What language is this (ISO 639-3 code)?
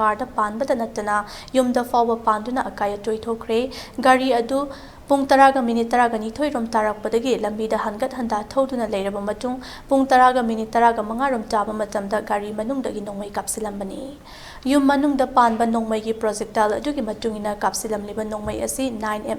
mni